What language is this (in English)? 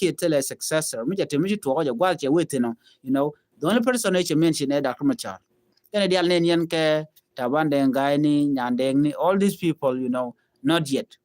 Nuer